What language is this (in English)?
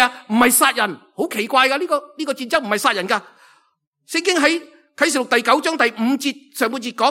Cantonese